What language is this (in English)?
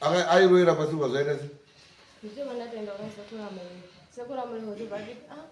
Shona